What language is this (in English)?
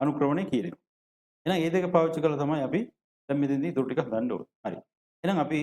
Sinhala